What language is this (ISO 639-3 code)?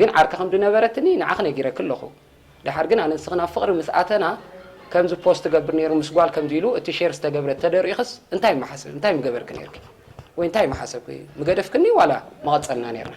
tir